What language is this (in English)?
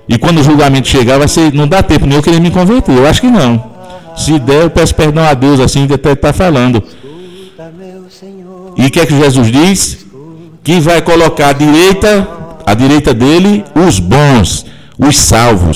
Portuguese